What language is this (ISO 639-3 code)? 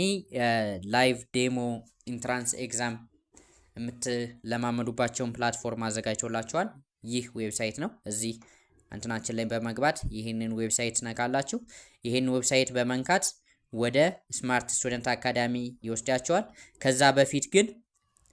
amh